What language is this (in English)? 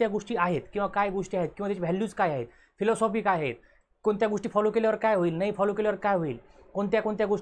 Marathi